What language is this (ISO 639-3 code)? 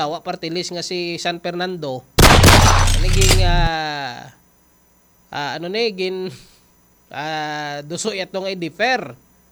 hil